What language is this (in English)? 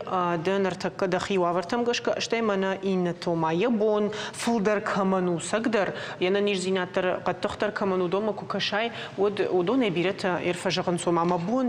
Ossetic